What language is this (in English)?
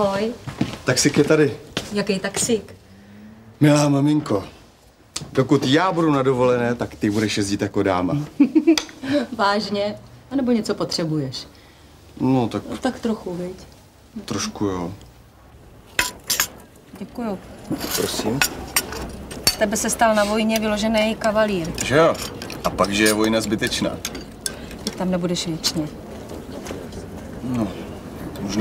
Czech